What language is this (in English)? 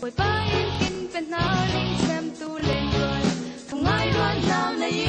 Falam Chin